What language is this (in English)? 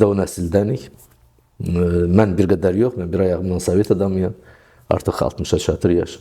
Azerbaijani